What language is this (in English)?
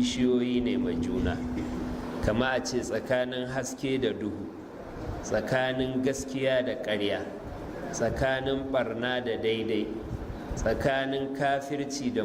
Hausa